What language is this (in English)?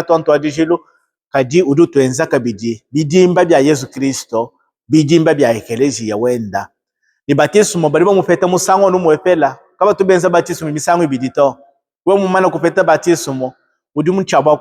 Luba-Lulua